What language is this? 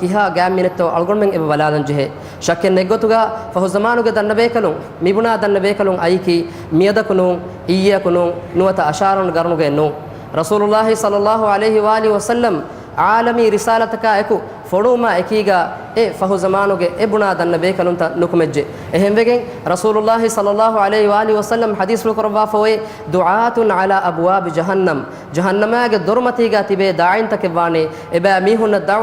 Divehi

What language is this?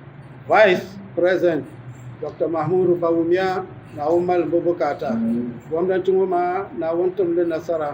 Dagbani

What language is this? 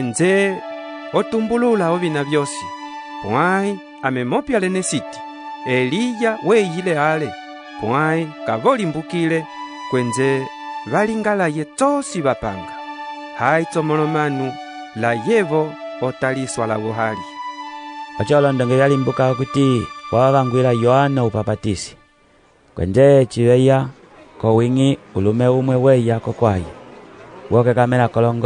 Umbundu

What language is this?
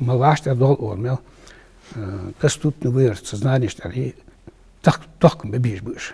Ingush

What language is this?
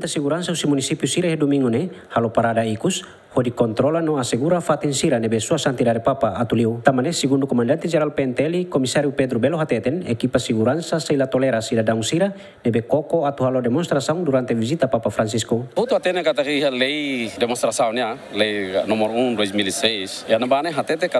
Tetum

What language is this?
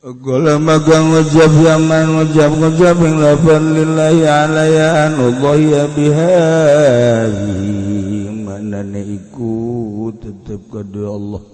Sundanese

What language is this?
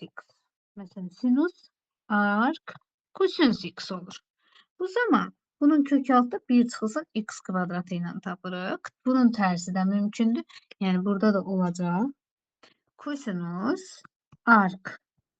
Azerbaijani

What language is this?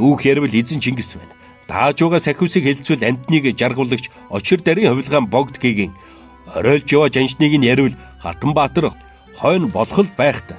Mongolian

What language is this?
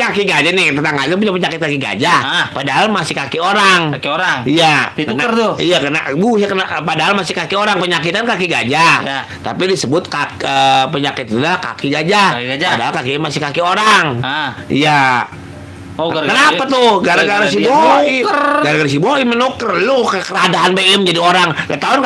Betawi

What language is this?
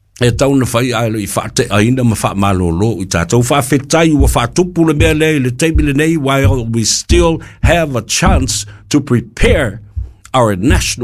Samoan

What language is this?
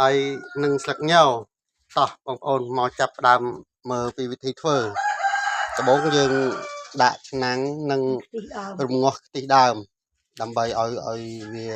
Khmer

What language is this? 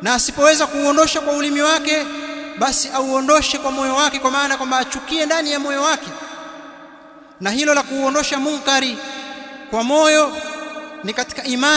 Swahili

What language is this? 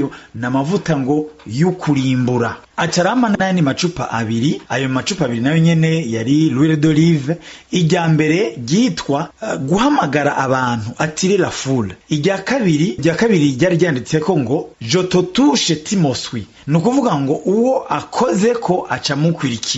Rundi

